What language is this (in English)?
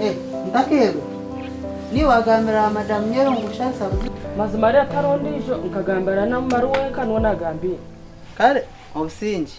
Nyankole